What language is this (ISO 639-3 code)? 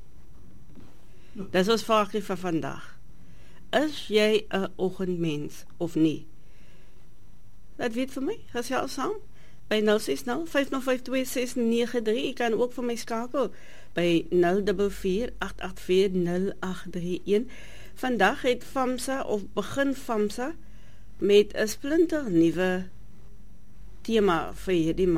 afr